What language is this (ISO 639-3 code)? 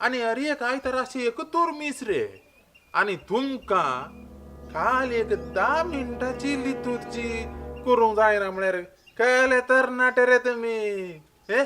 kok